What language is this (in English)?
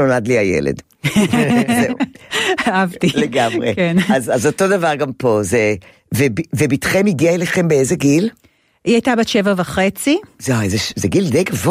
Hebrew